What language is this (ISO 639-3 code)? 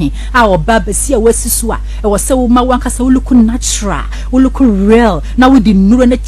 aka